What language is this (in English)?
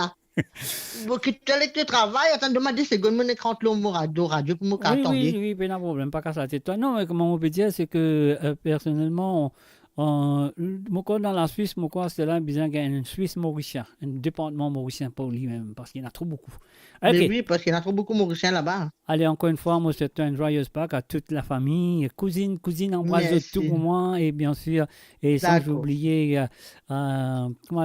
Morisyen